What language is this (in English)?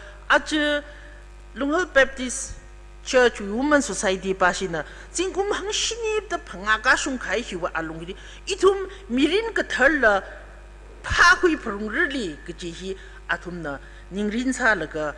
Tangkhul Naga (India)